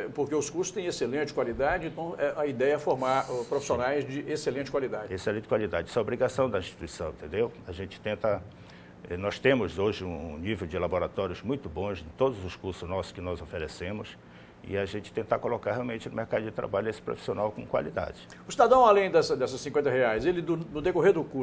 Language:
Portuguese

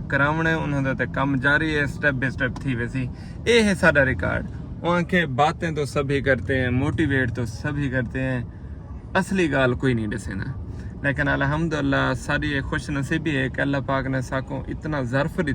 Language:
Saraiki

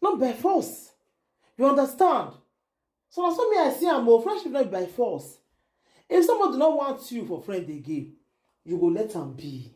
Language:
Nigerian Pidgin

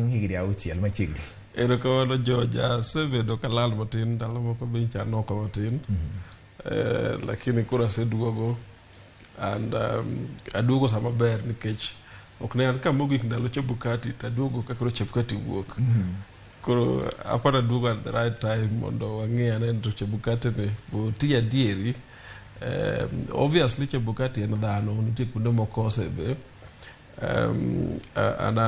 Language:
Luo (Kenya and Tanzania)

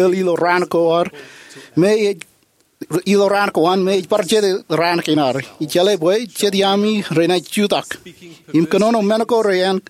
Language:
Marshallese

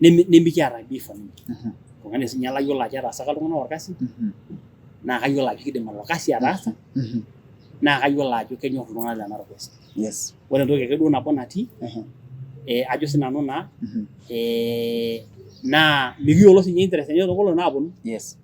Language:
Masai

